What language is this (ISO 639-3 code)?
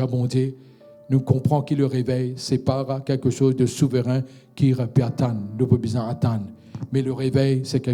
mfe